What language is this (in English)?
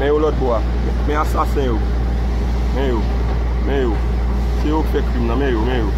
Haitian Creole